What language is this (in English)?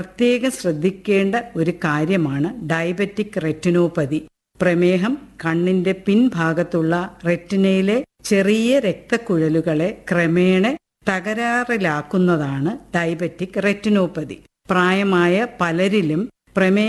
Malayalam